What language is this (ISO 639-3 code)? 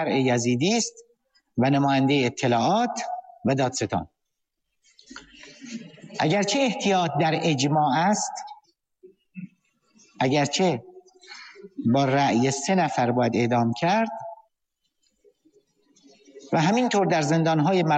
fas